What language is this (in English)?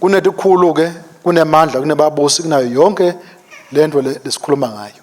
Swati